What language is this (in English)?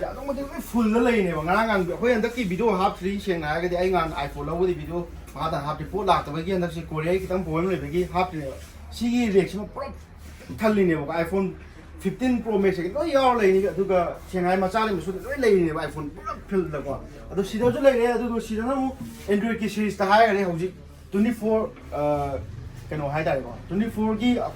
Manipuri